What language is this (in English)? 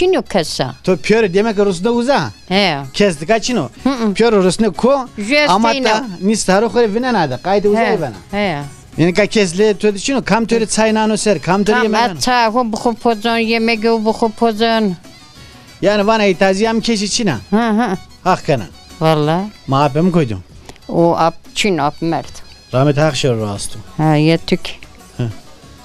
Zaza